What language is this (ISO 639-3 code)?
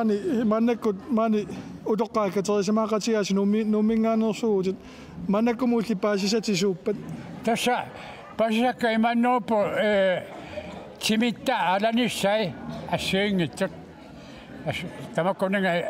kal